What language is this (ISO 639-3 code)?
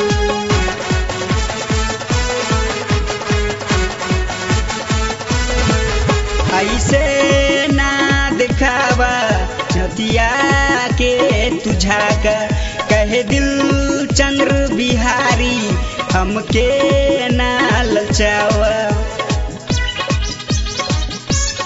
bho